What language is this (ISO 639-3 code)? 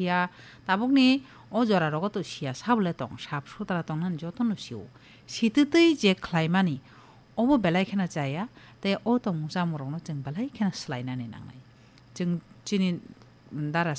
trp